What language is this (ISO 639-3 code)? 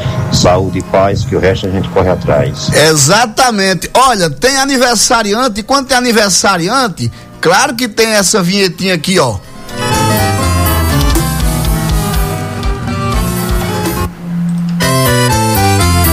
por